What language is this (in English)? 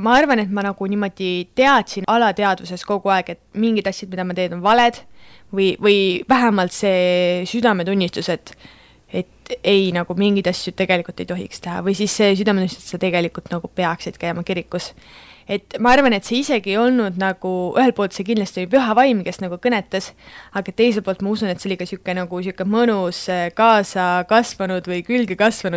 Estonian